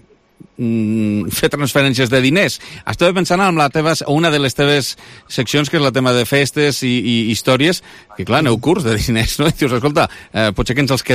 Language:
Catalan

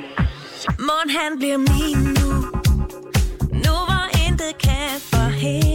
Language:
Danish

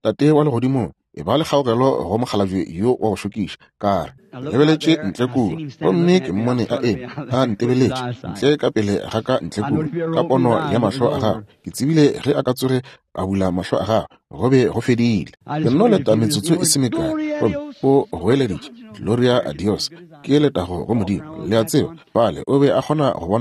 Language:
Northern Sotho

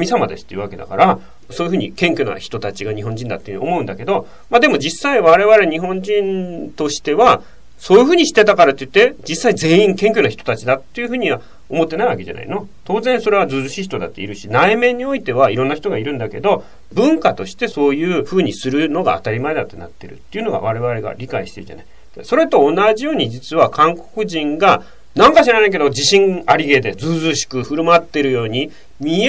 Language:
Japanese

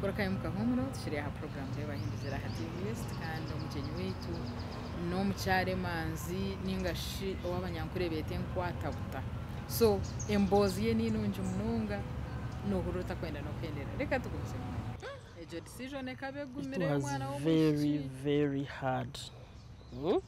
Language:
Nyankole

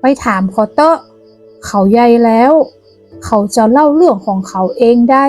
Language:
Northern Thai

